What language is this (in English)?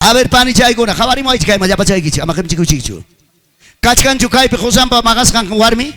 Ayacucho Quechua